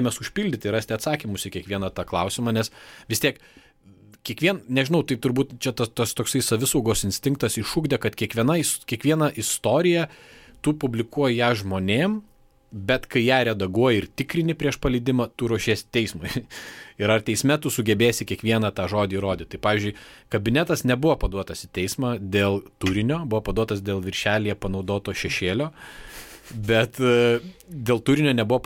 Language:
Lithuanian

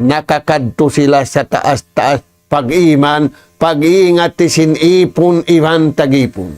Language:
Tausug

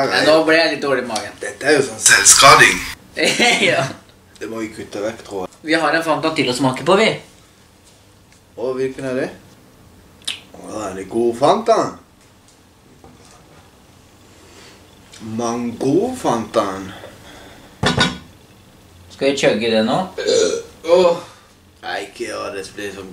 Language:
Norwegian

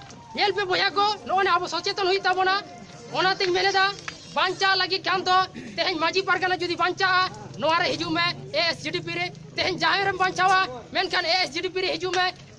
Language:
Santali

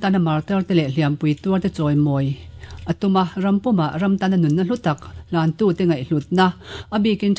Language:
Mizo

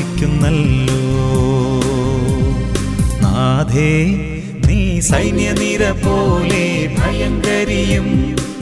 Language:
Malayalam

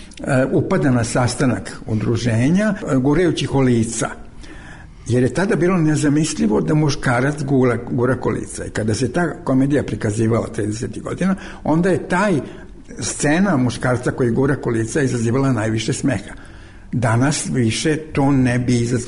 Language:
Serbian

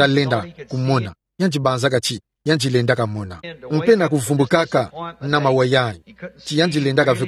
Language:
Kituba (Democratic Republic of Congo)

